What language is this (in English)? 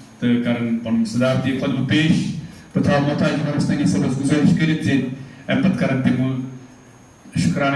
Kashmiri